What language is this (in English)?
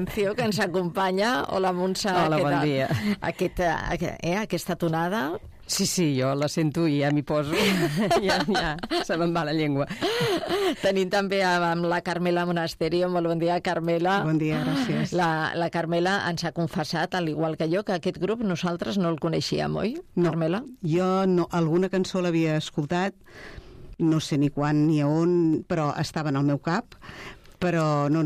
Catalan